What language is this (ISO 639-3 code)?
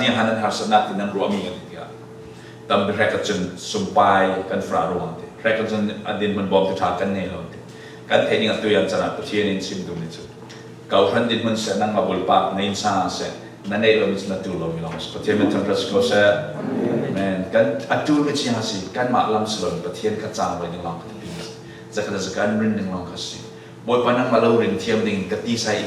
cfm